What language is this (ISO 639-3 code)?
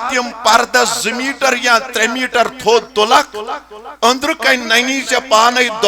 kas